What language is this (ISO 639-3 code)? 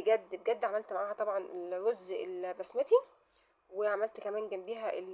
arz